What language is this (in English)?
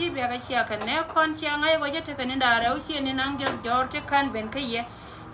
Nuer